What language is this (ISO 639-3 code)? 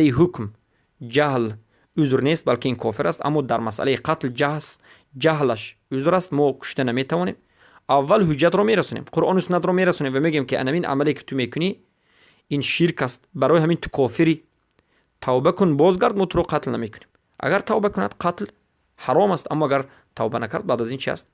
fas